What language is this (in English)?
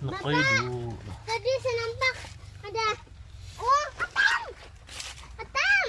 Sabah Malay